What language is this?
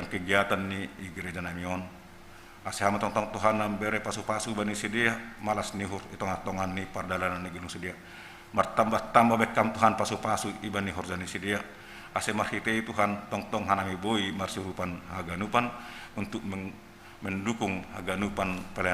Batak Simalungun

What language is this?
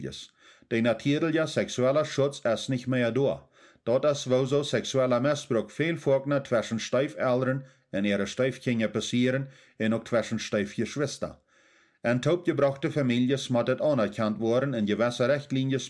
Plautdietsch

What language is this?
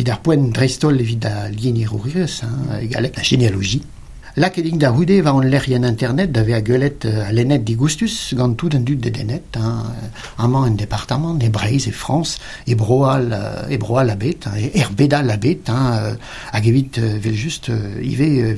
Breton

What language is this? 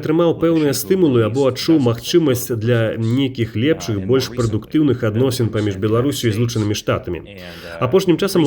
Belarusian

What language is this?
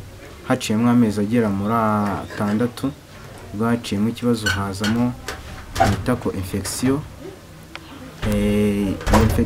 Kinyarwanda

